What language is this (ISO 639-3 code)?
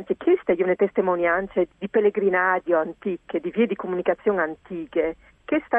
fur